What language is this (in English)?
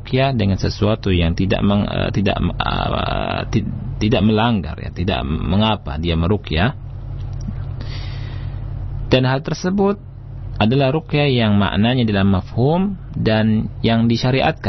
Indonesian